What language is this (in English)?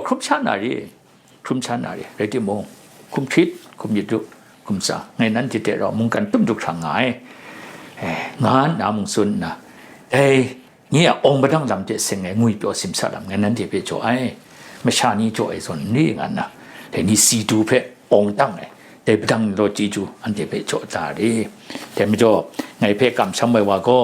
Kachin